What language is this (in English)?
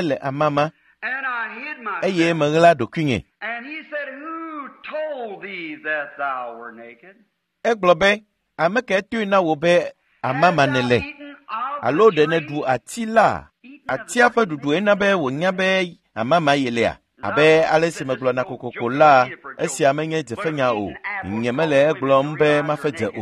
Ewe